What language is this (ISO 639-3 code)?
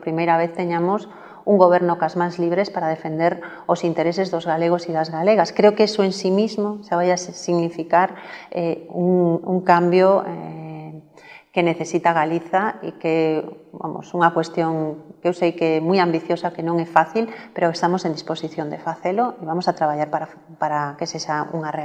glg